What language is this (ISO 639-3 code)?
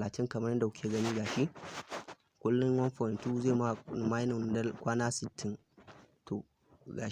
hau